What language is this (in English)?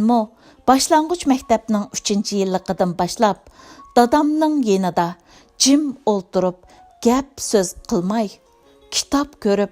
Uyghur